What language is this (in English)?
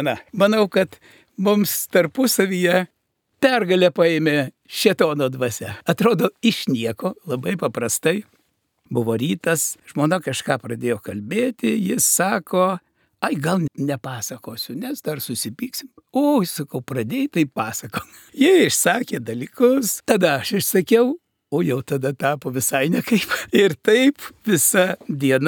Lithuanian